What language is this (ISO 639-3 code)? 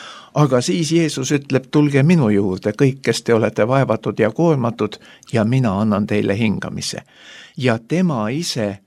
est